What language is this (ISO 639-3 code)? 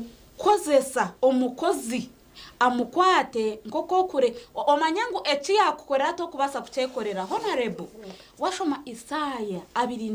nyn